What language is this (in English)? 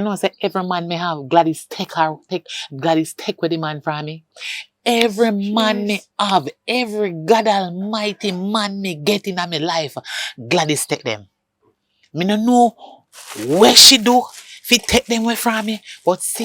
Jamaican Creole English